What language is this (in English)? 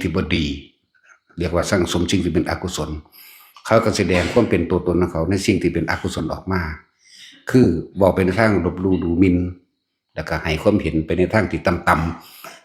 Northeastern Thai